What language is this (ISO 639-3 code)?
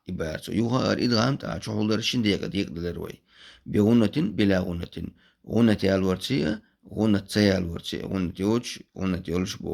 che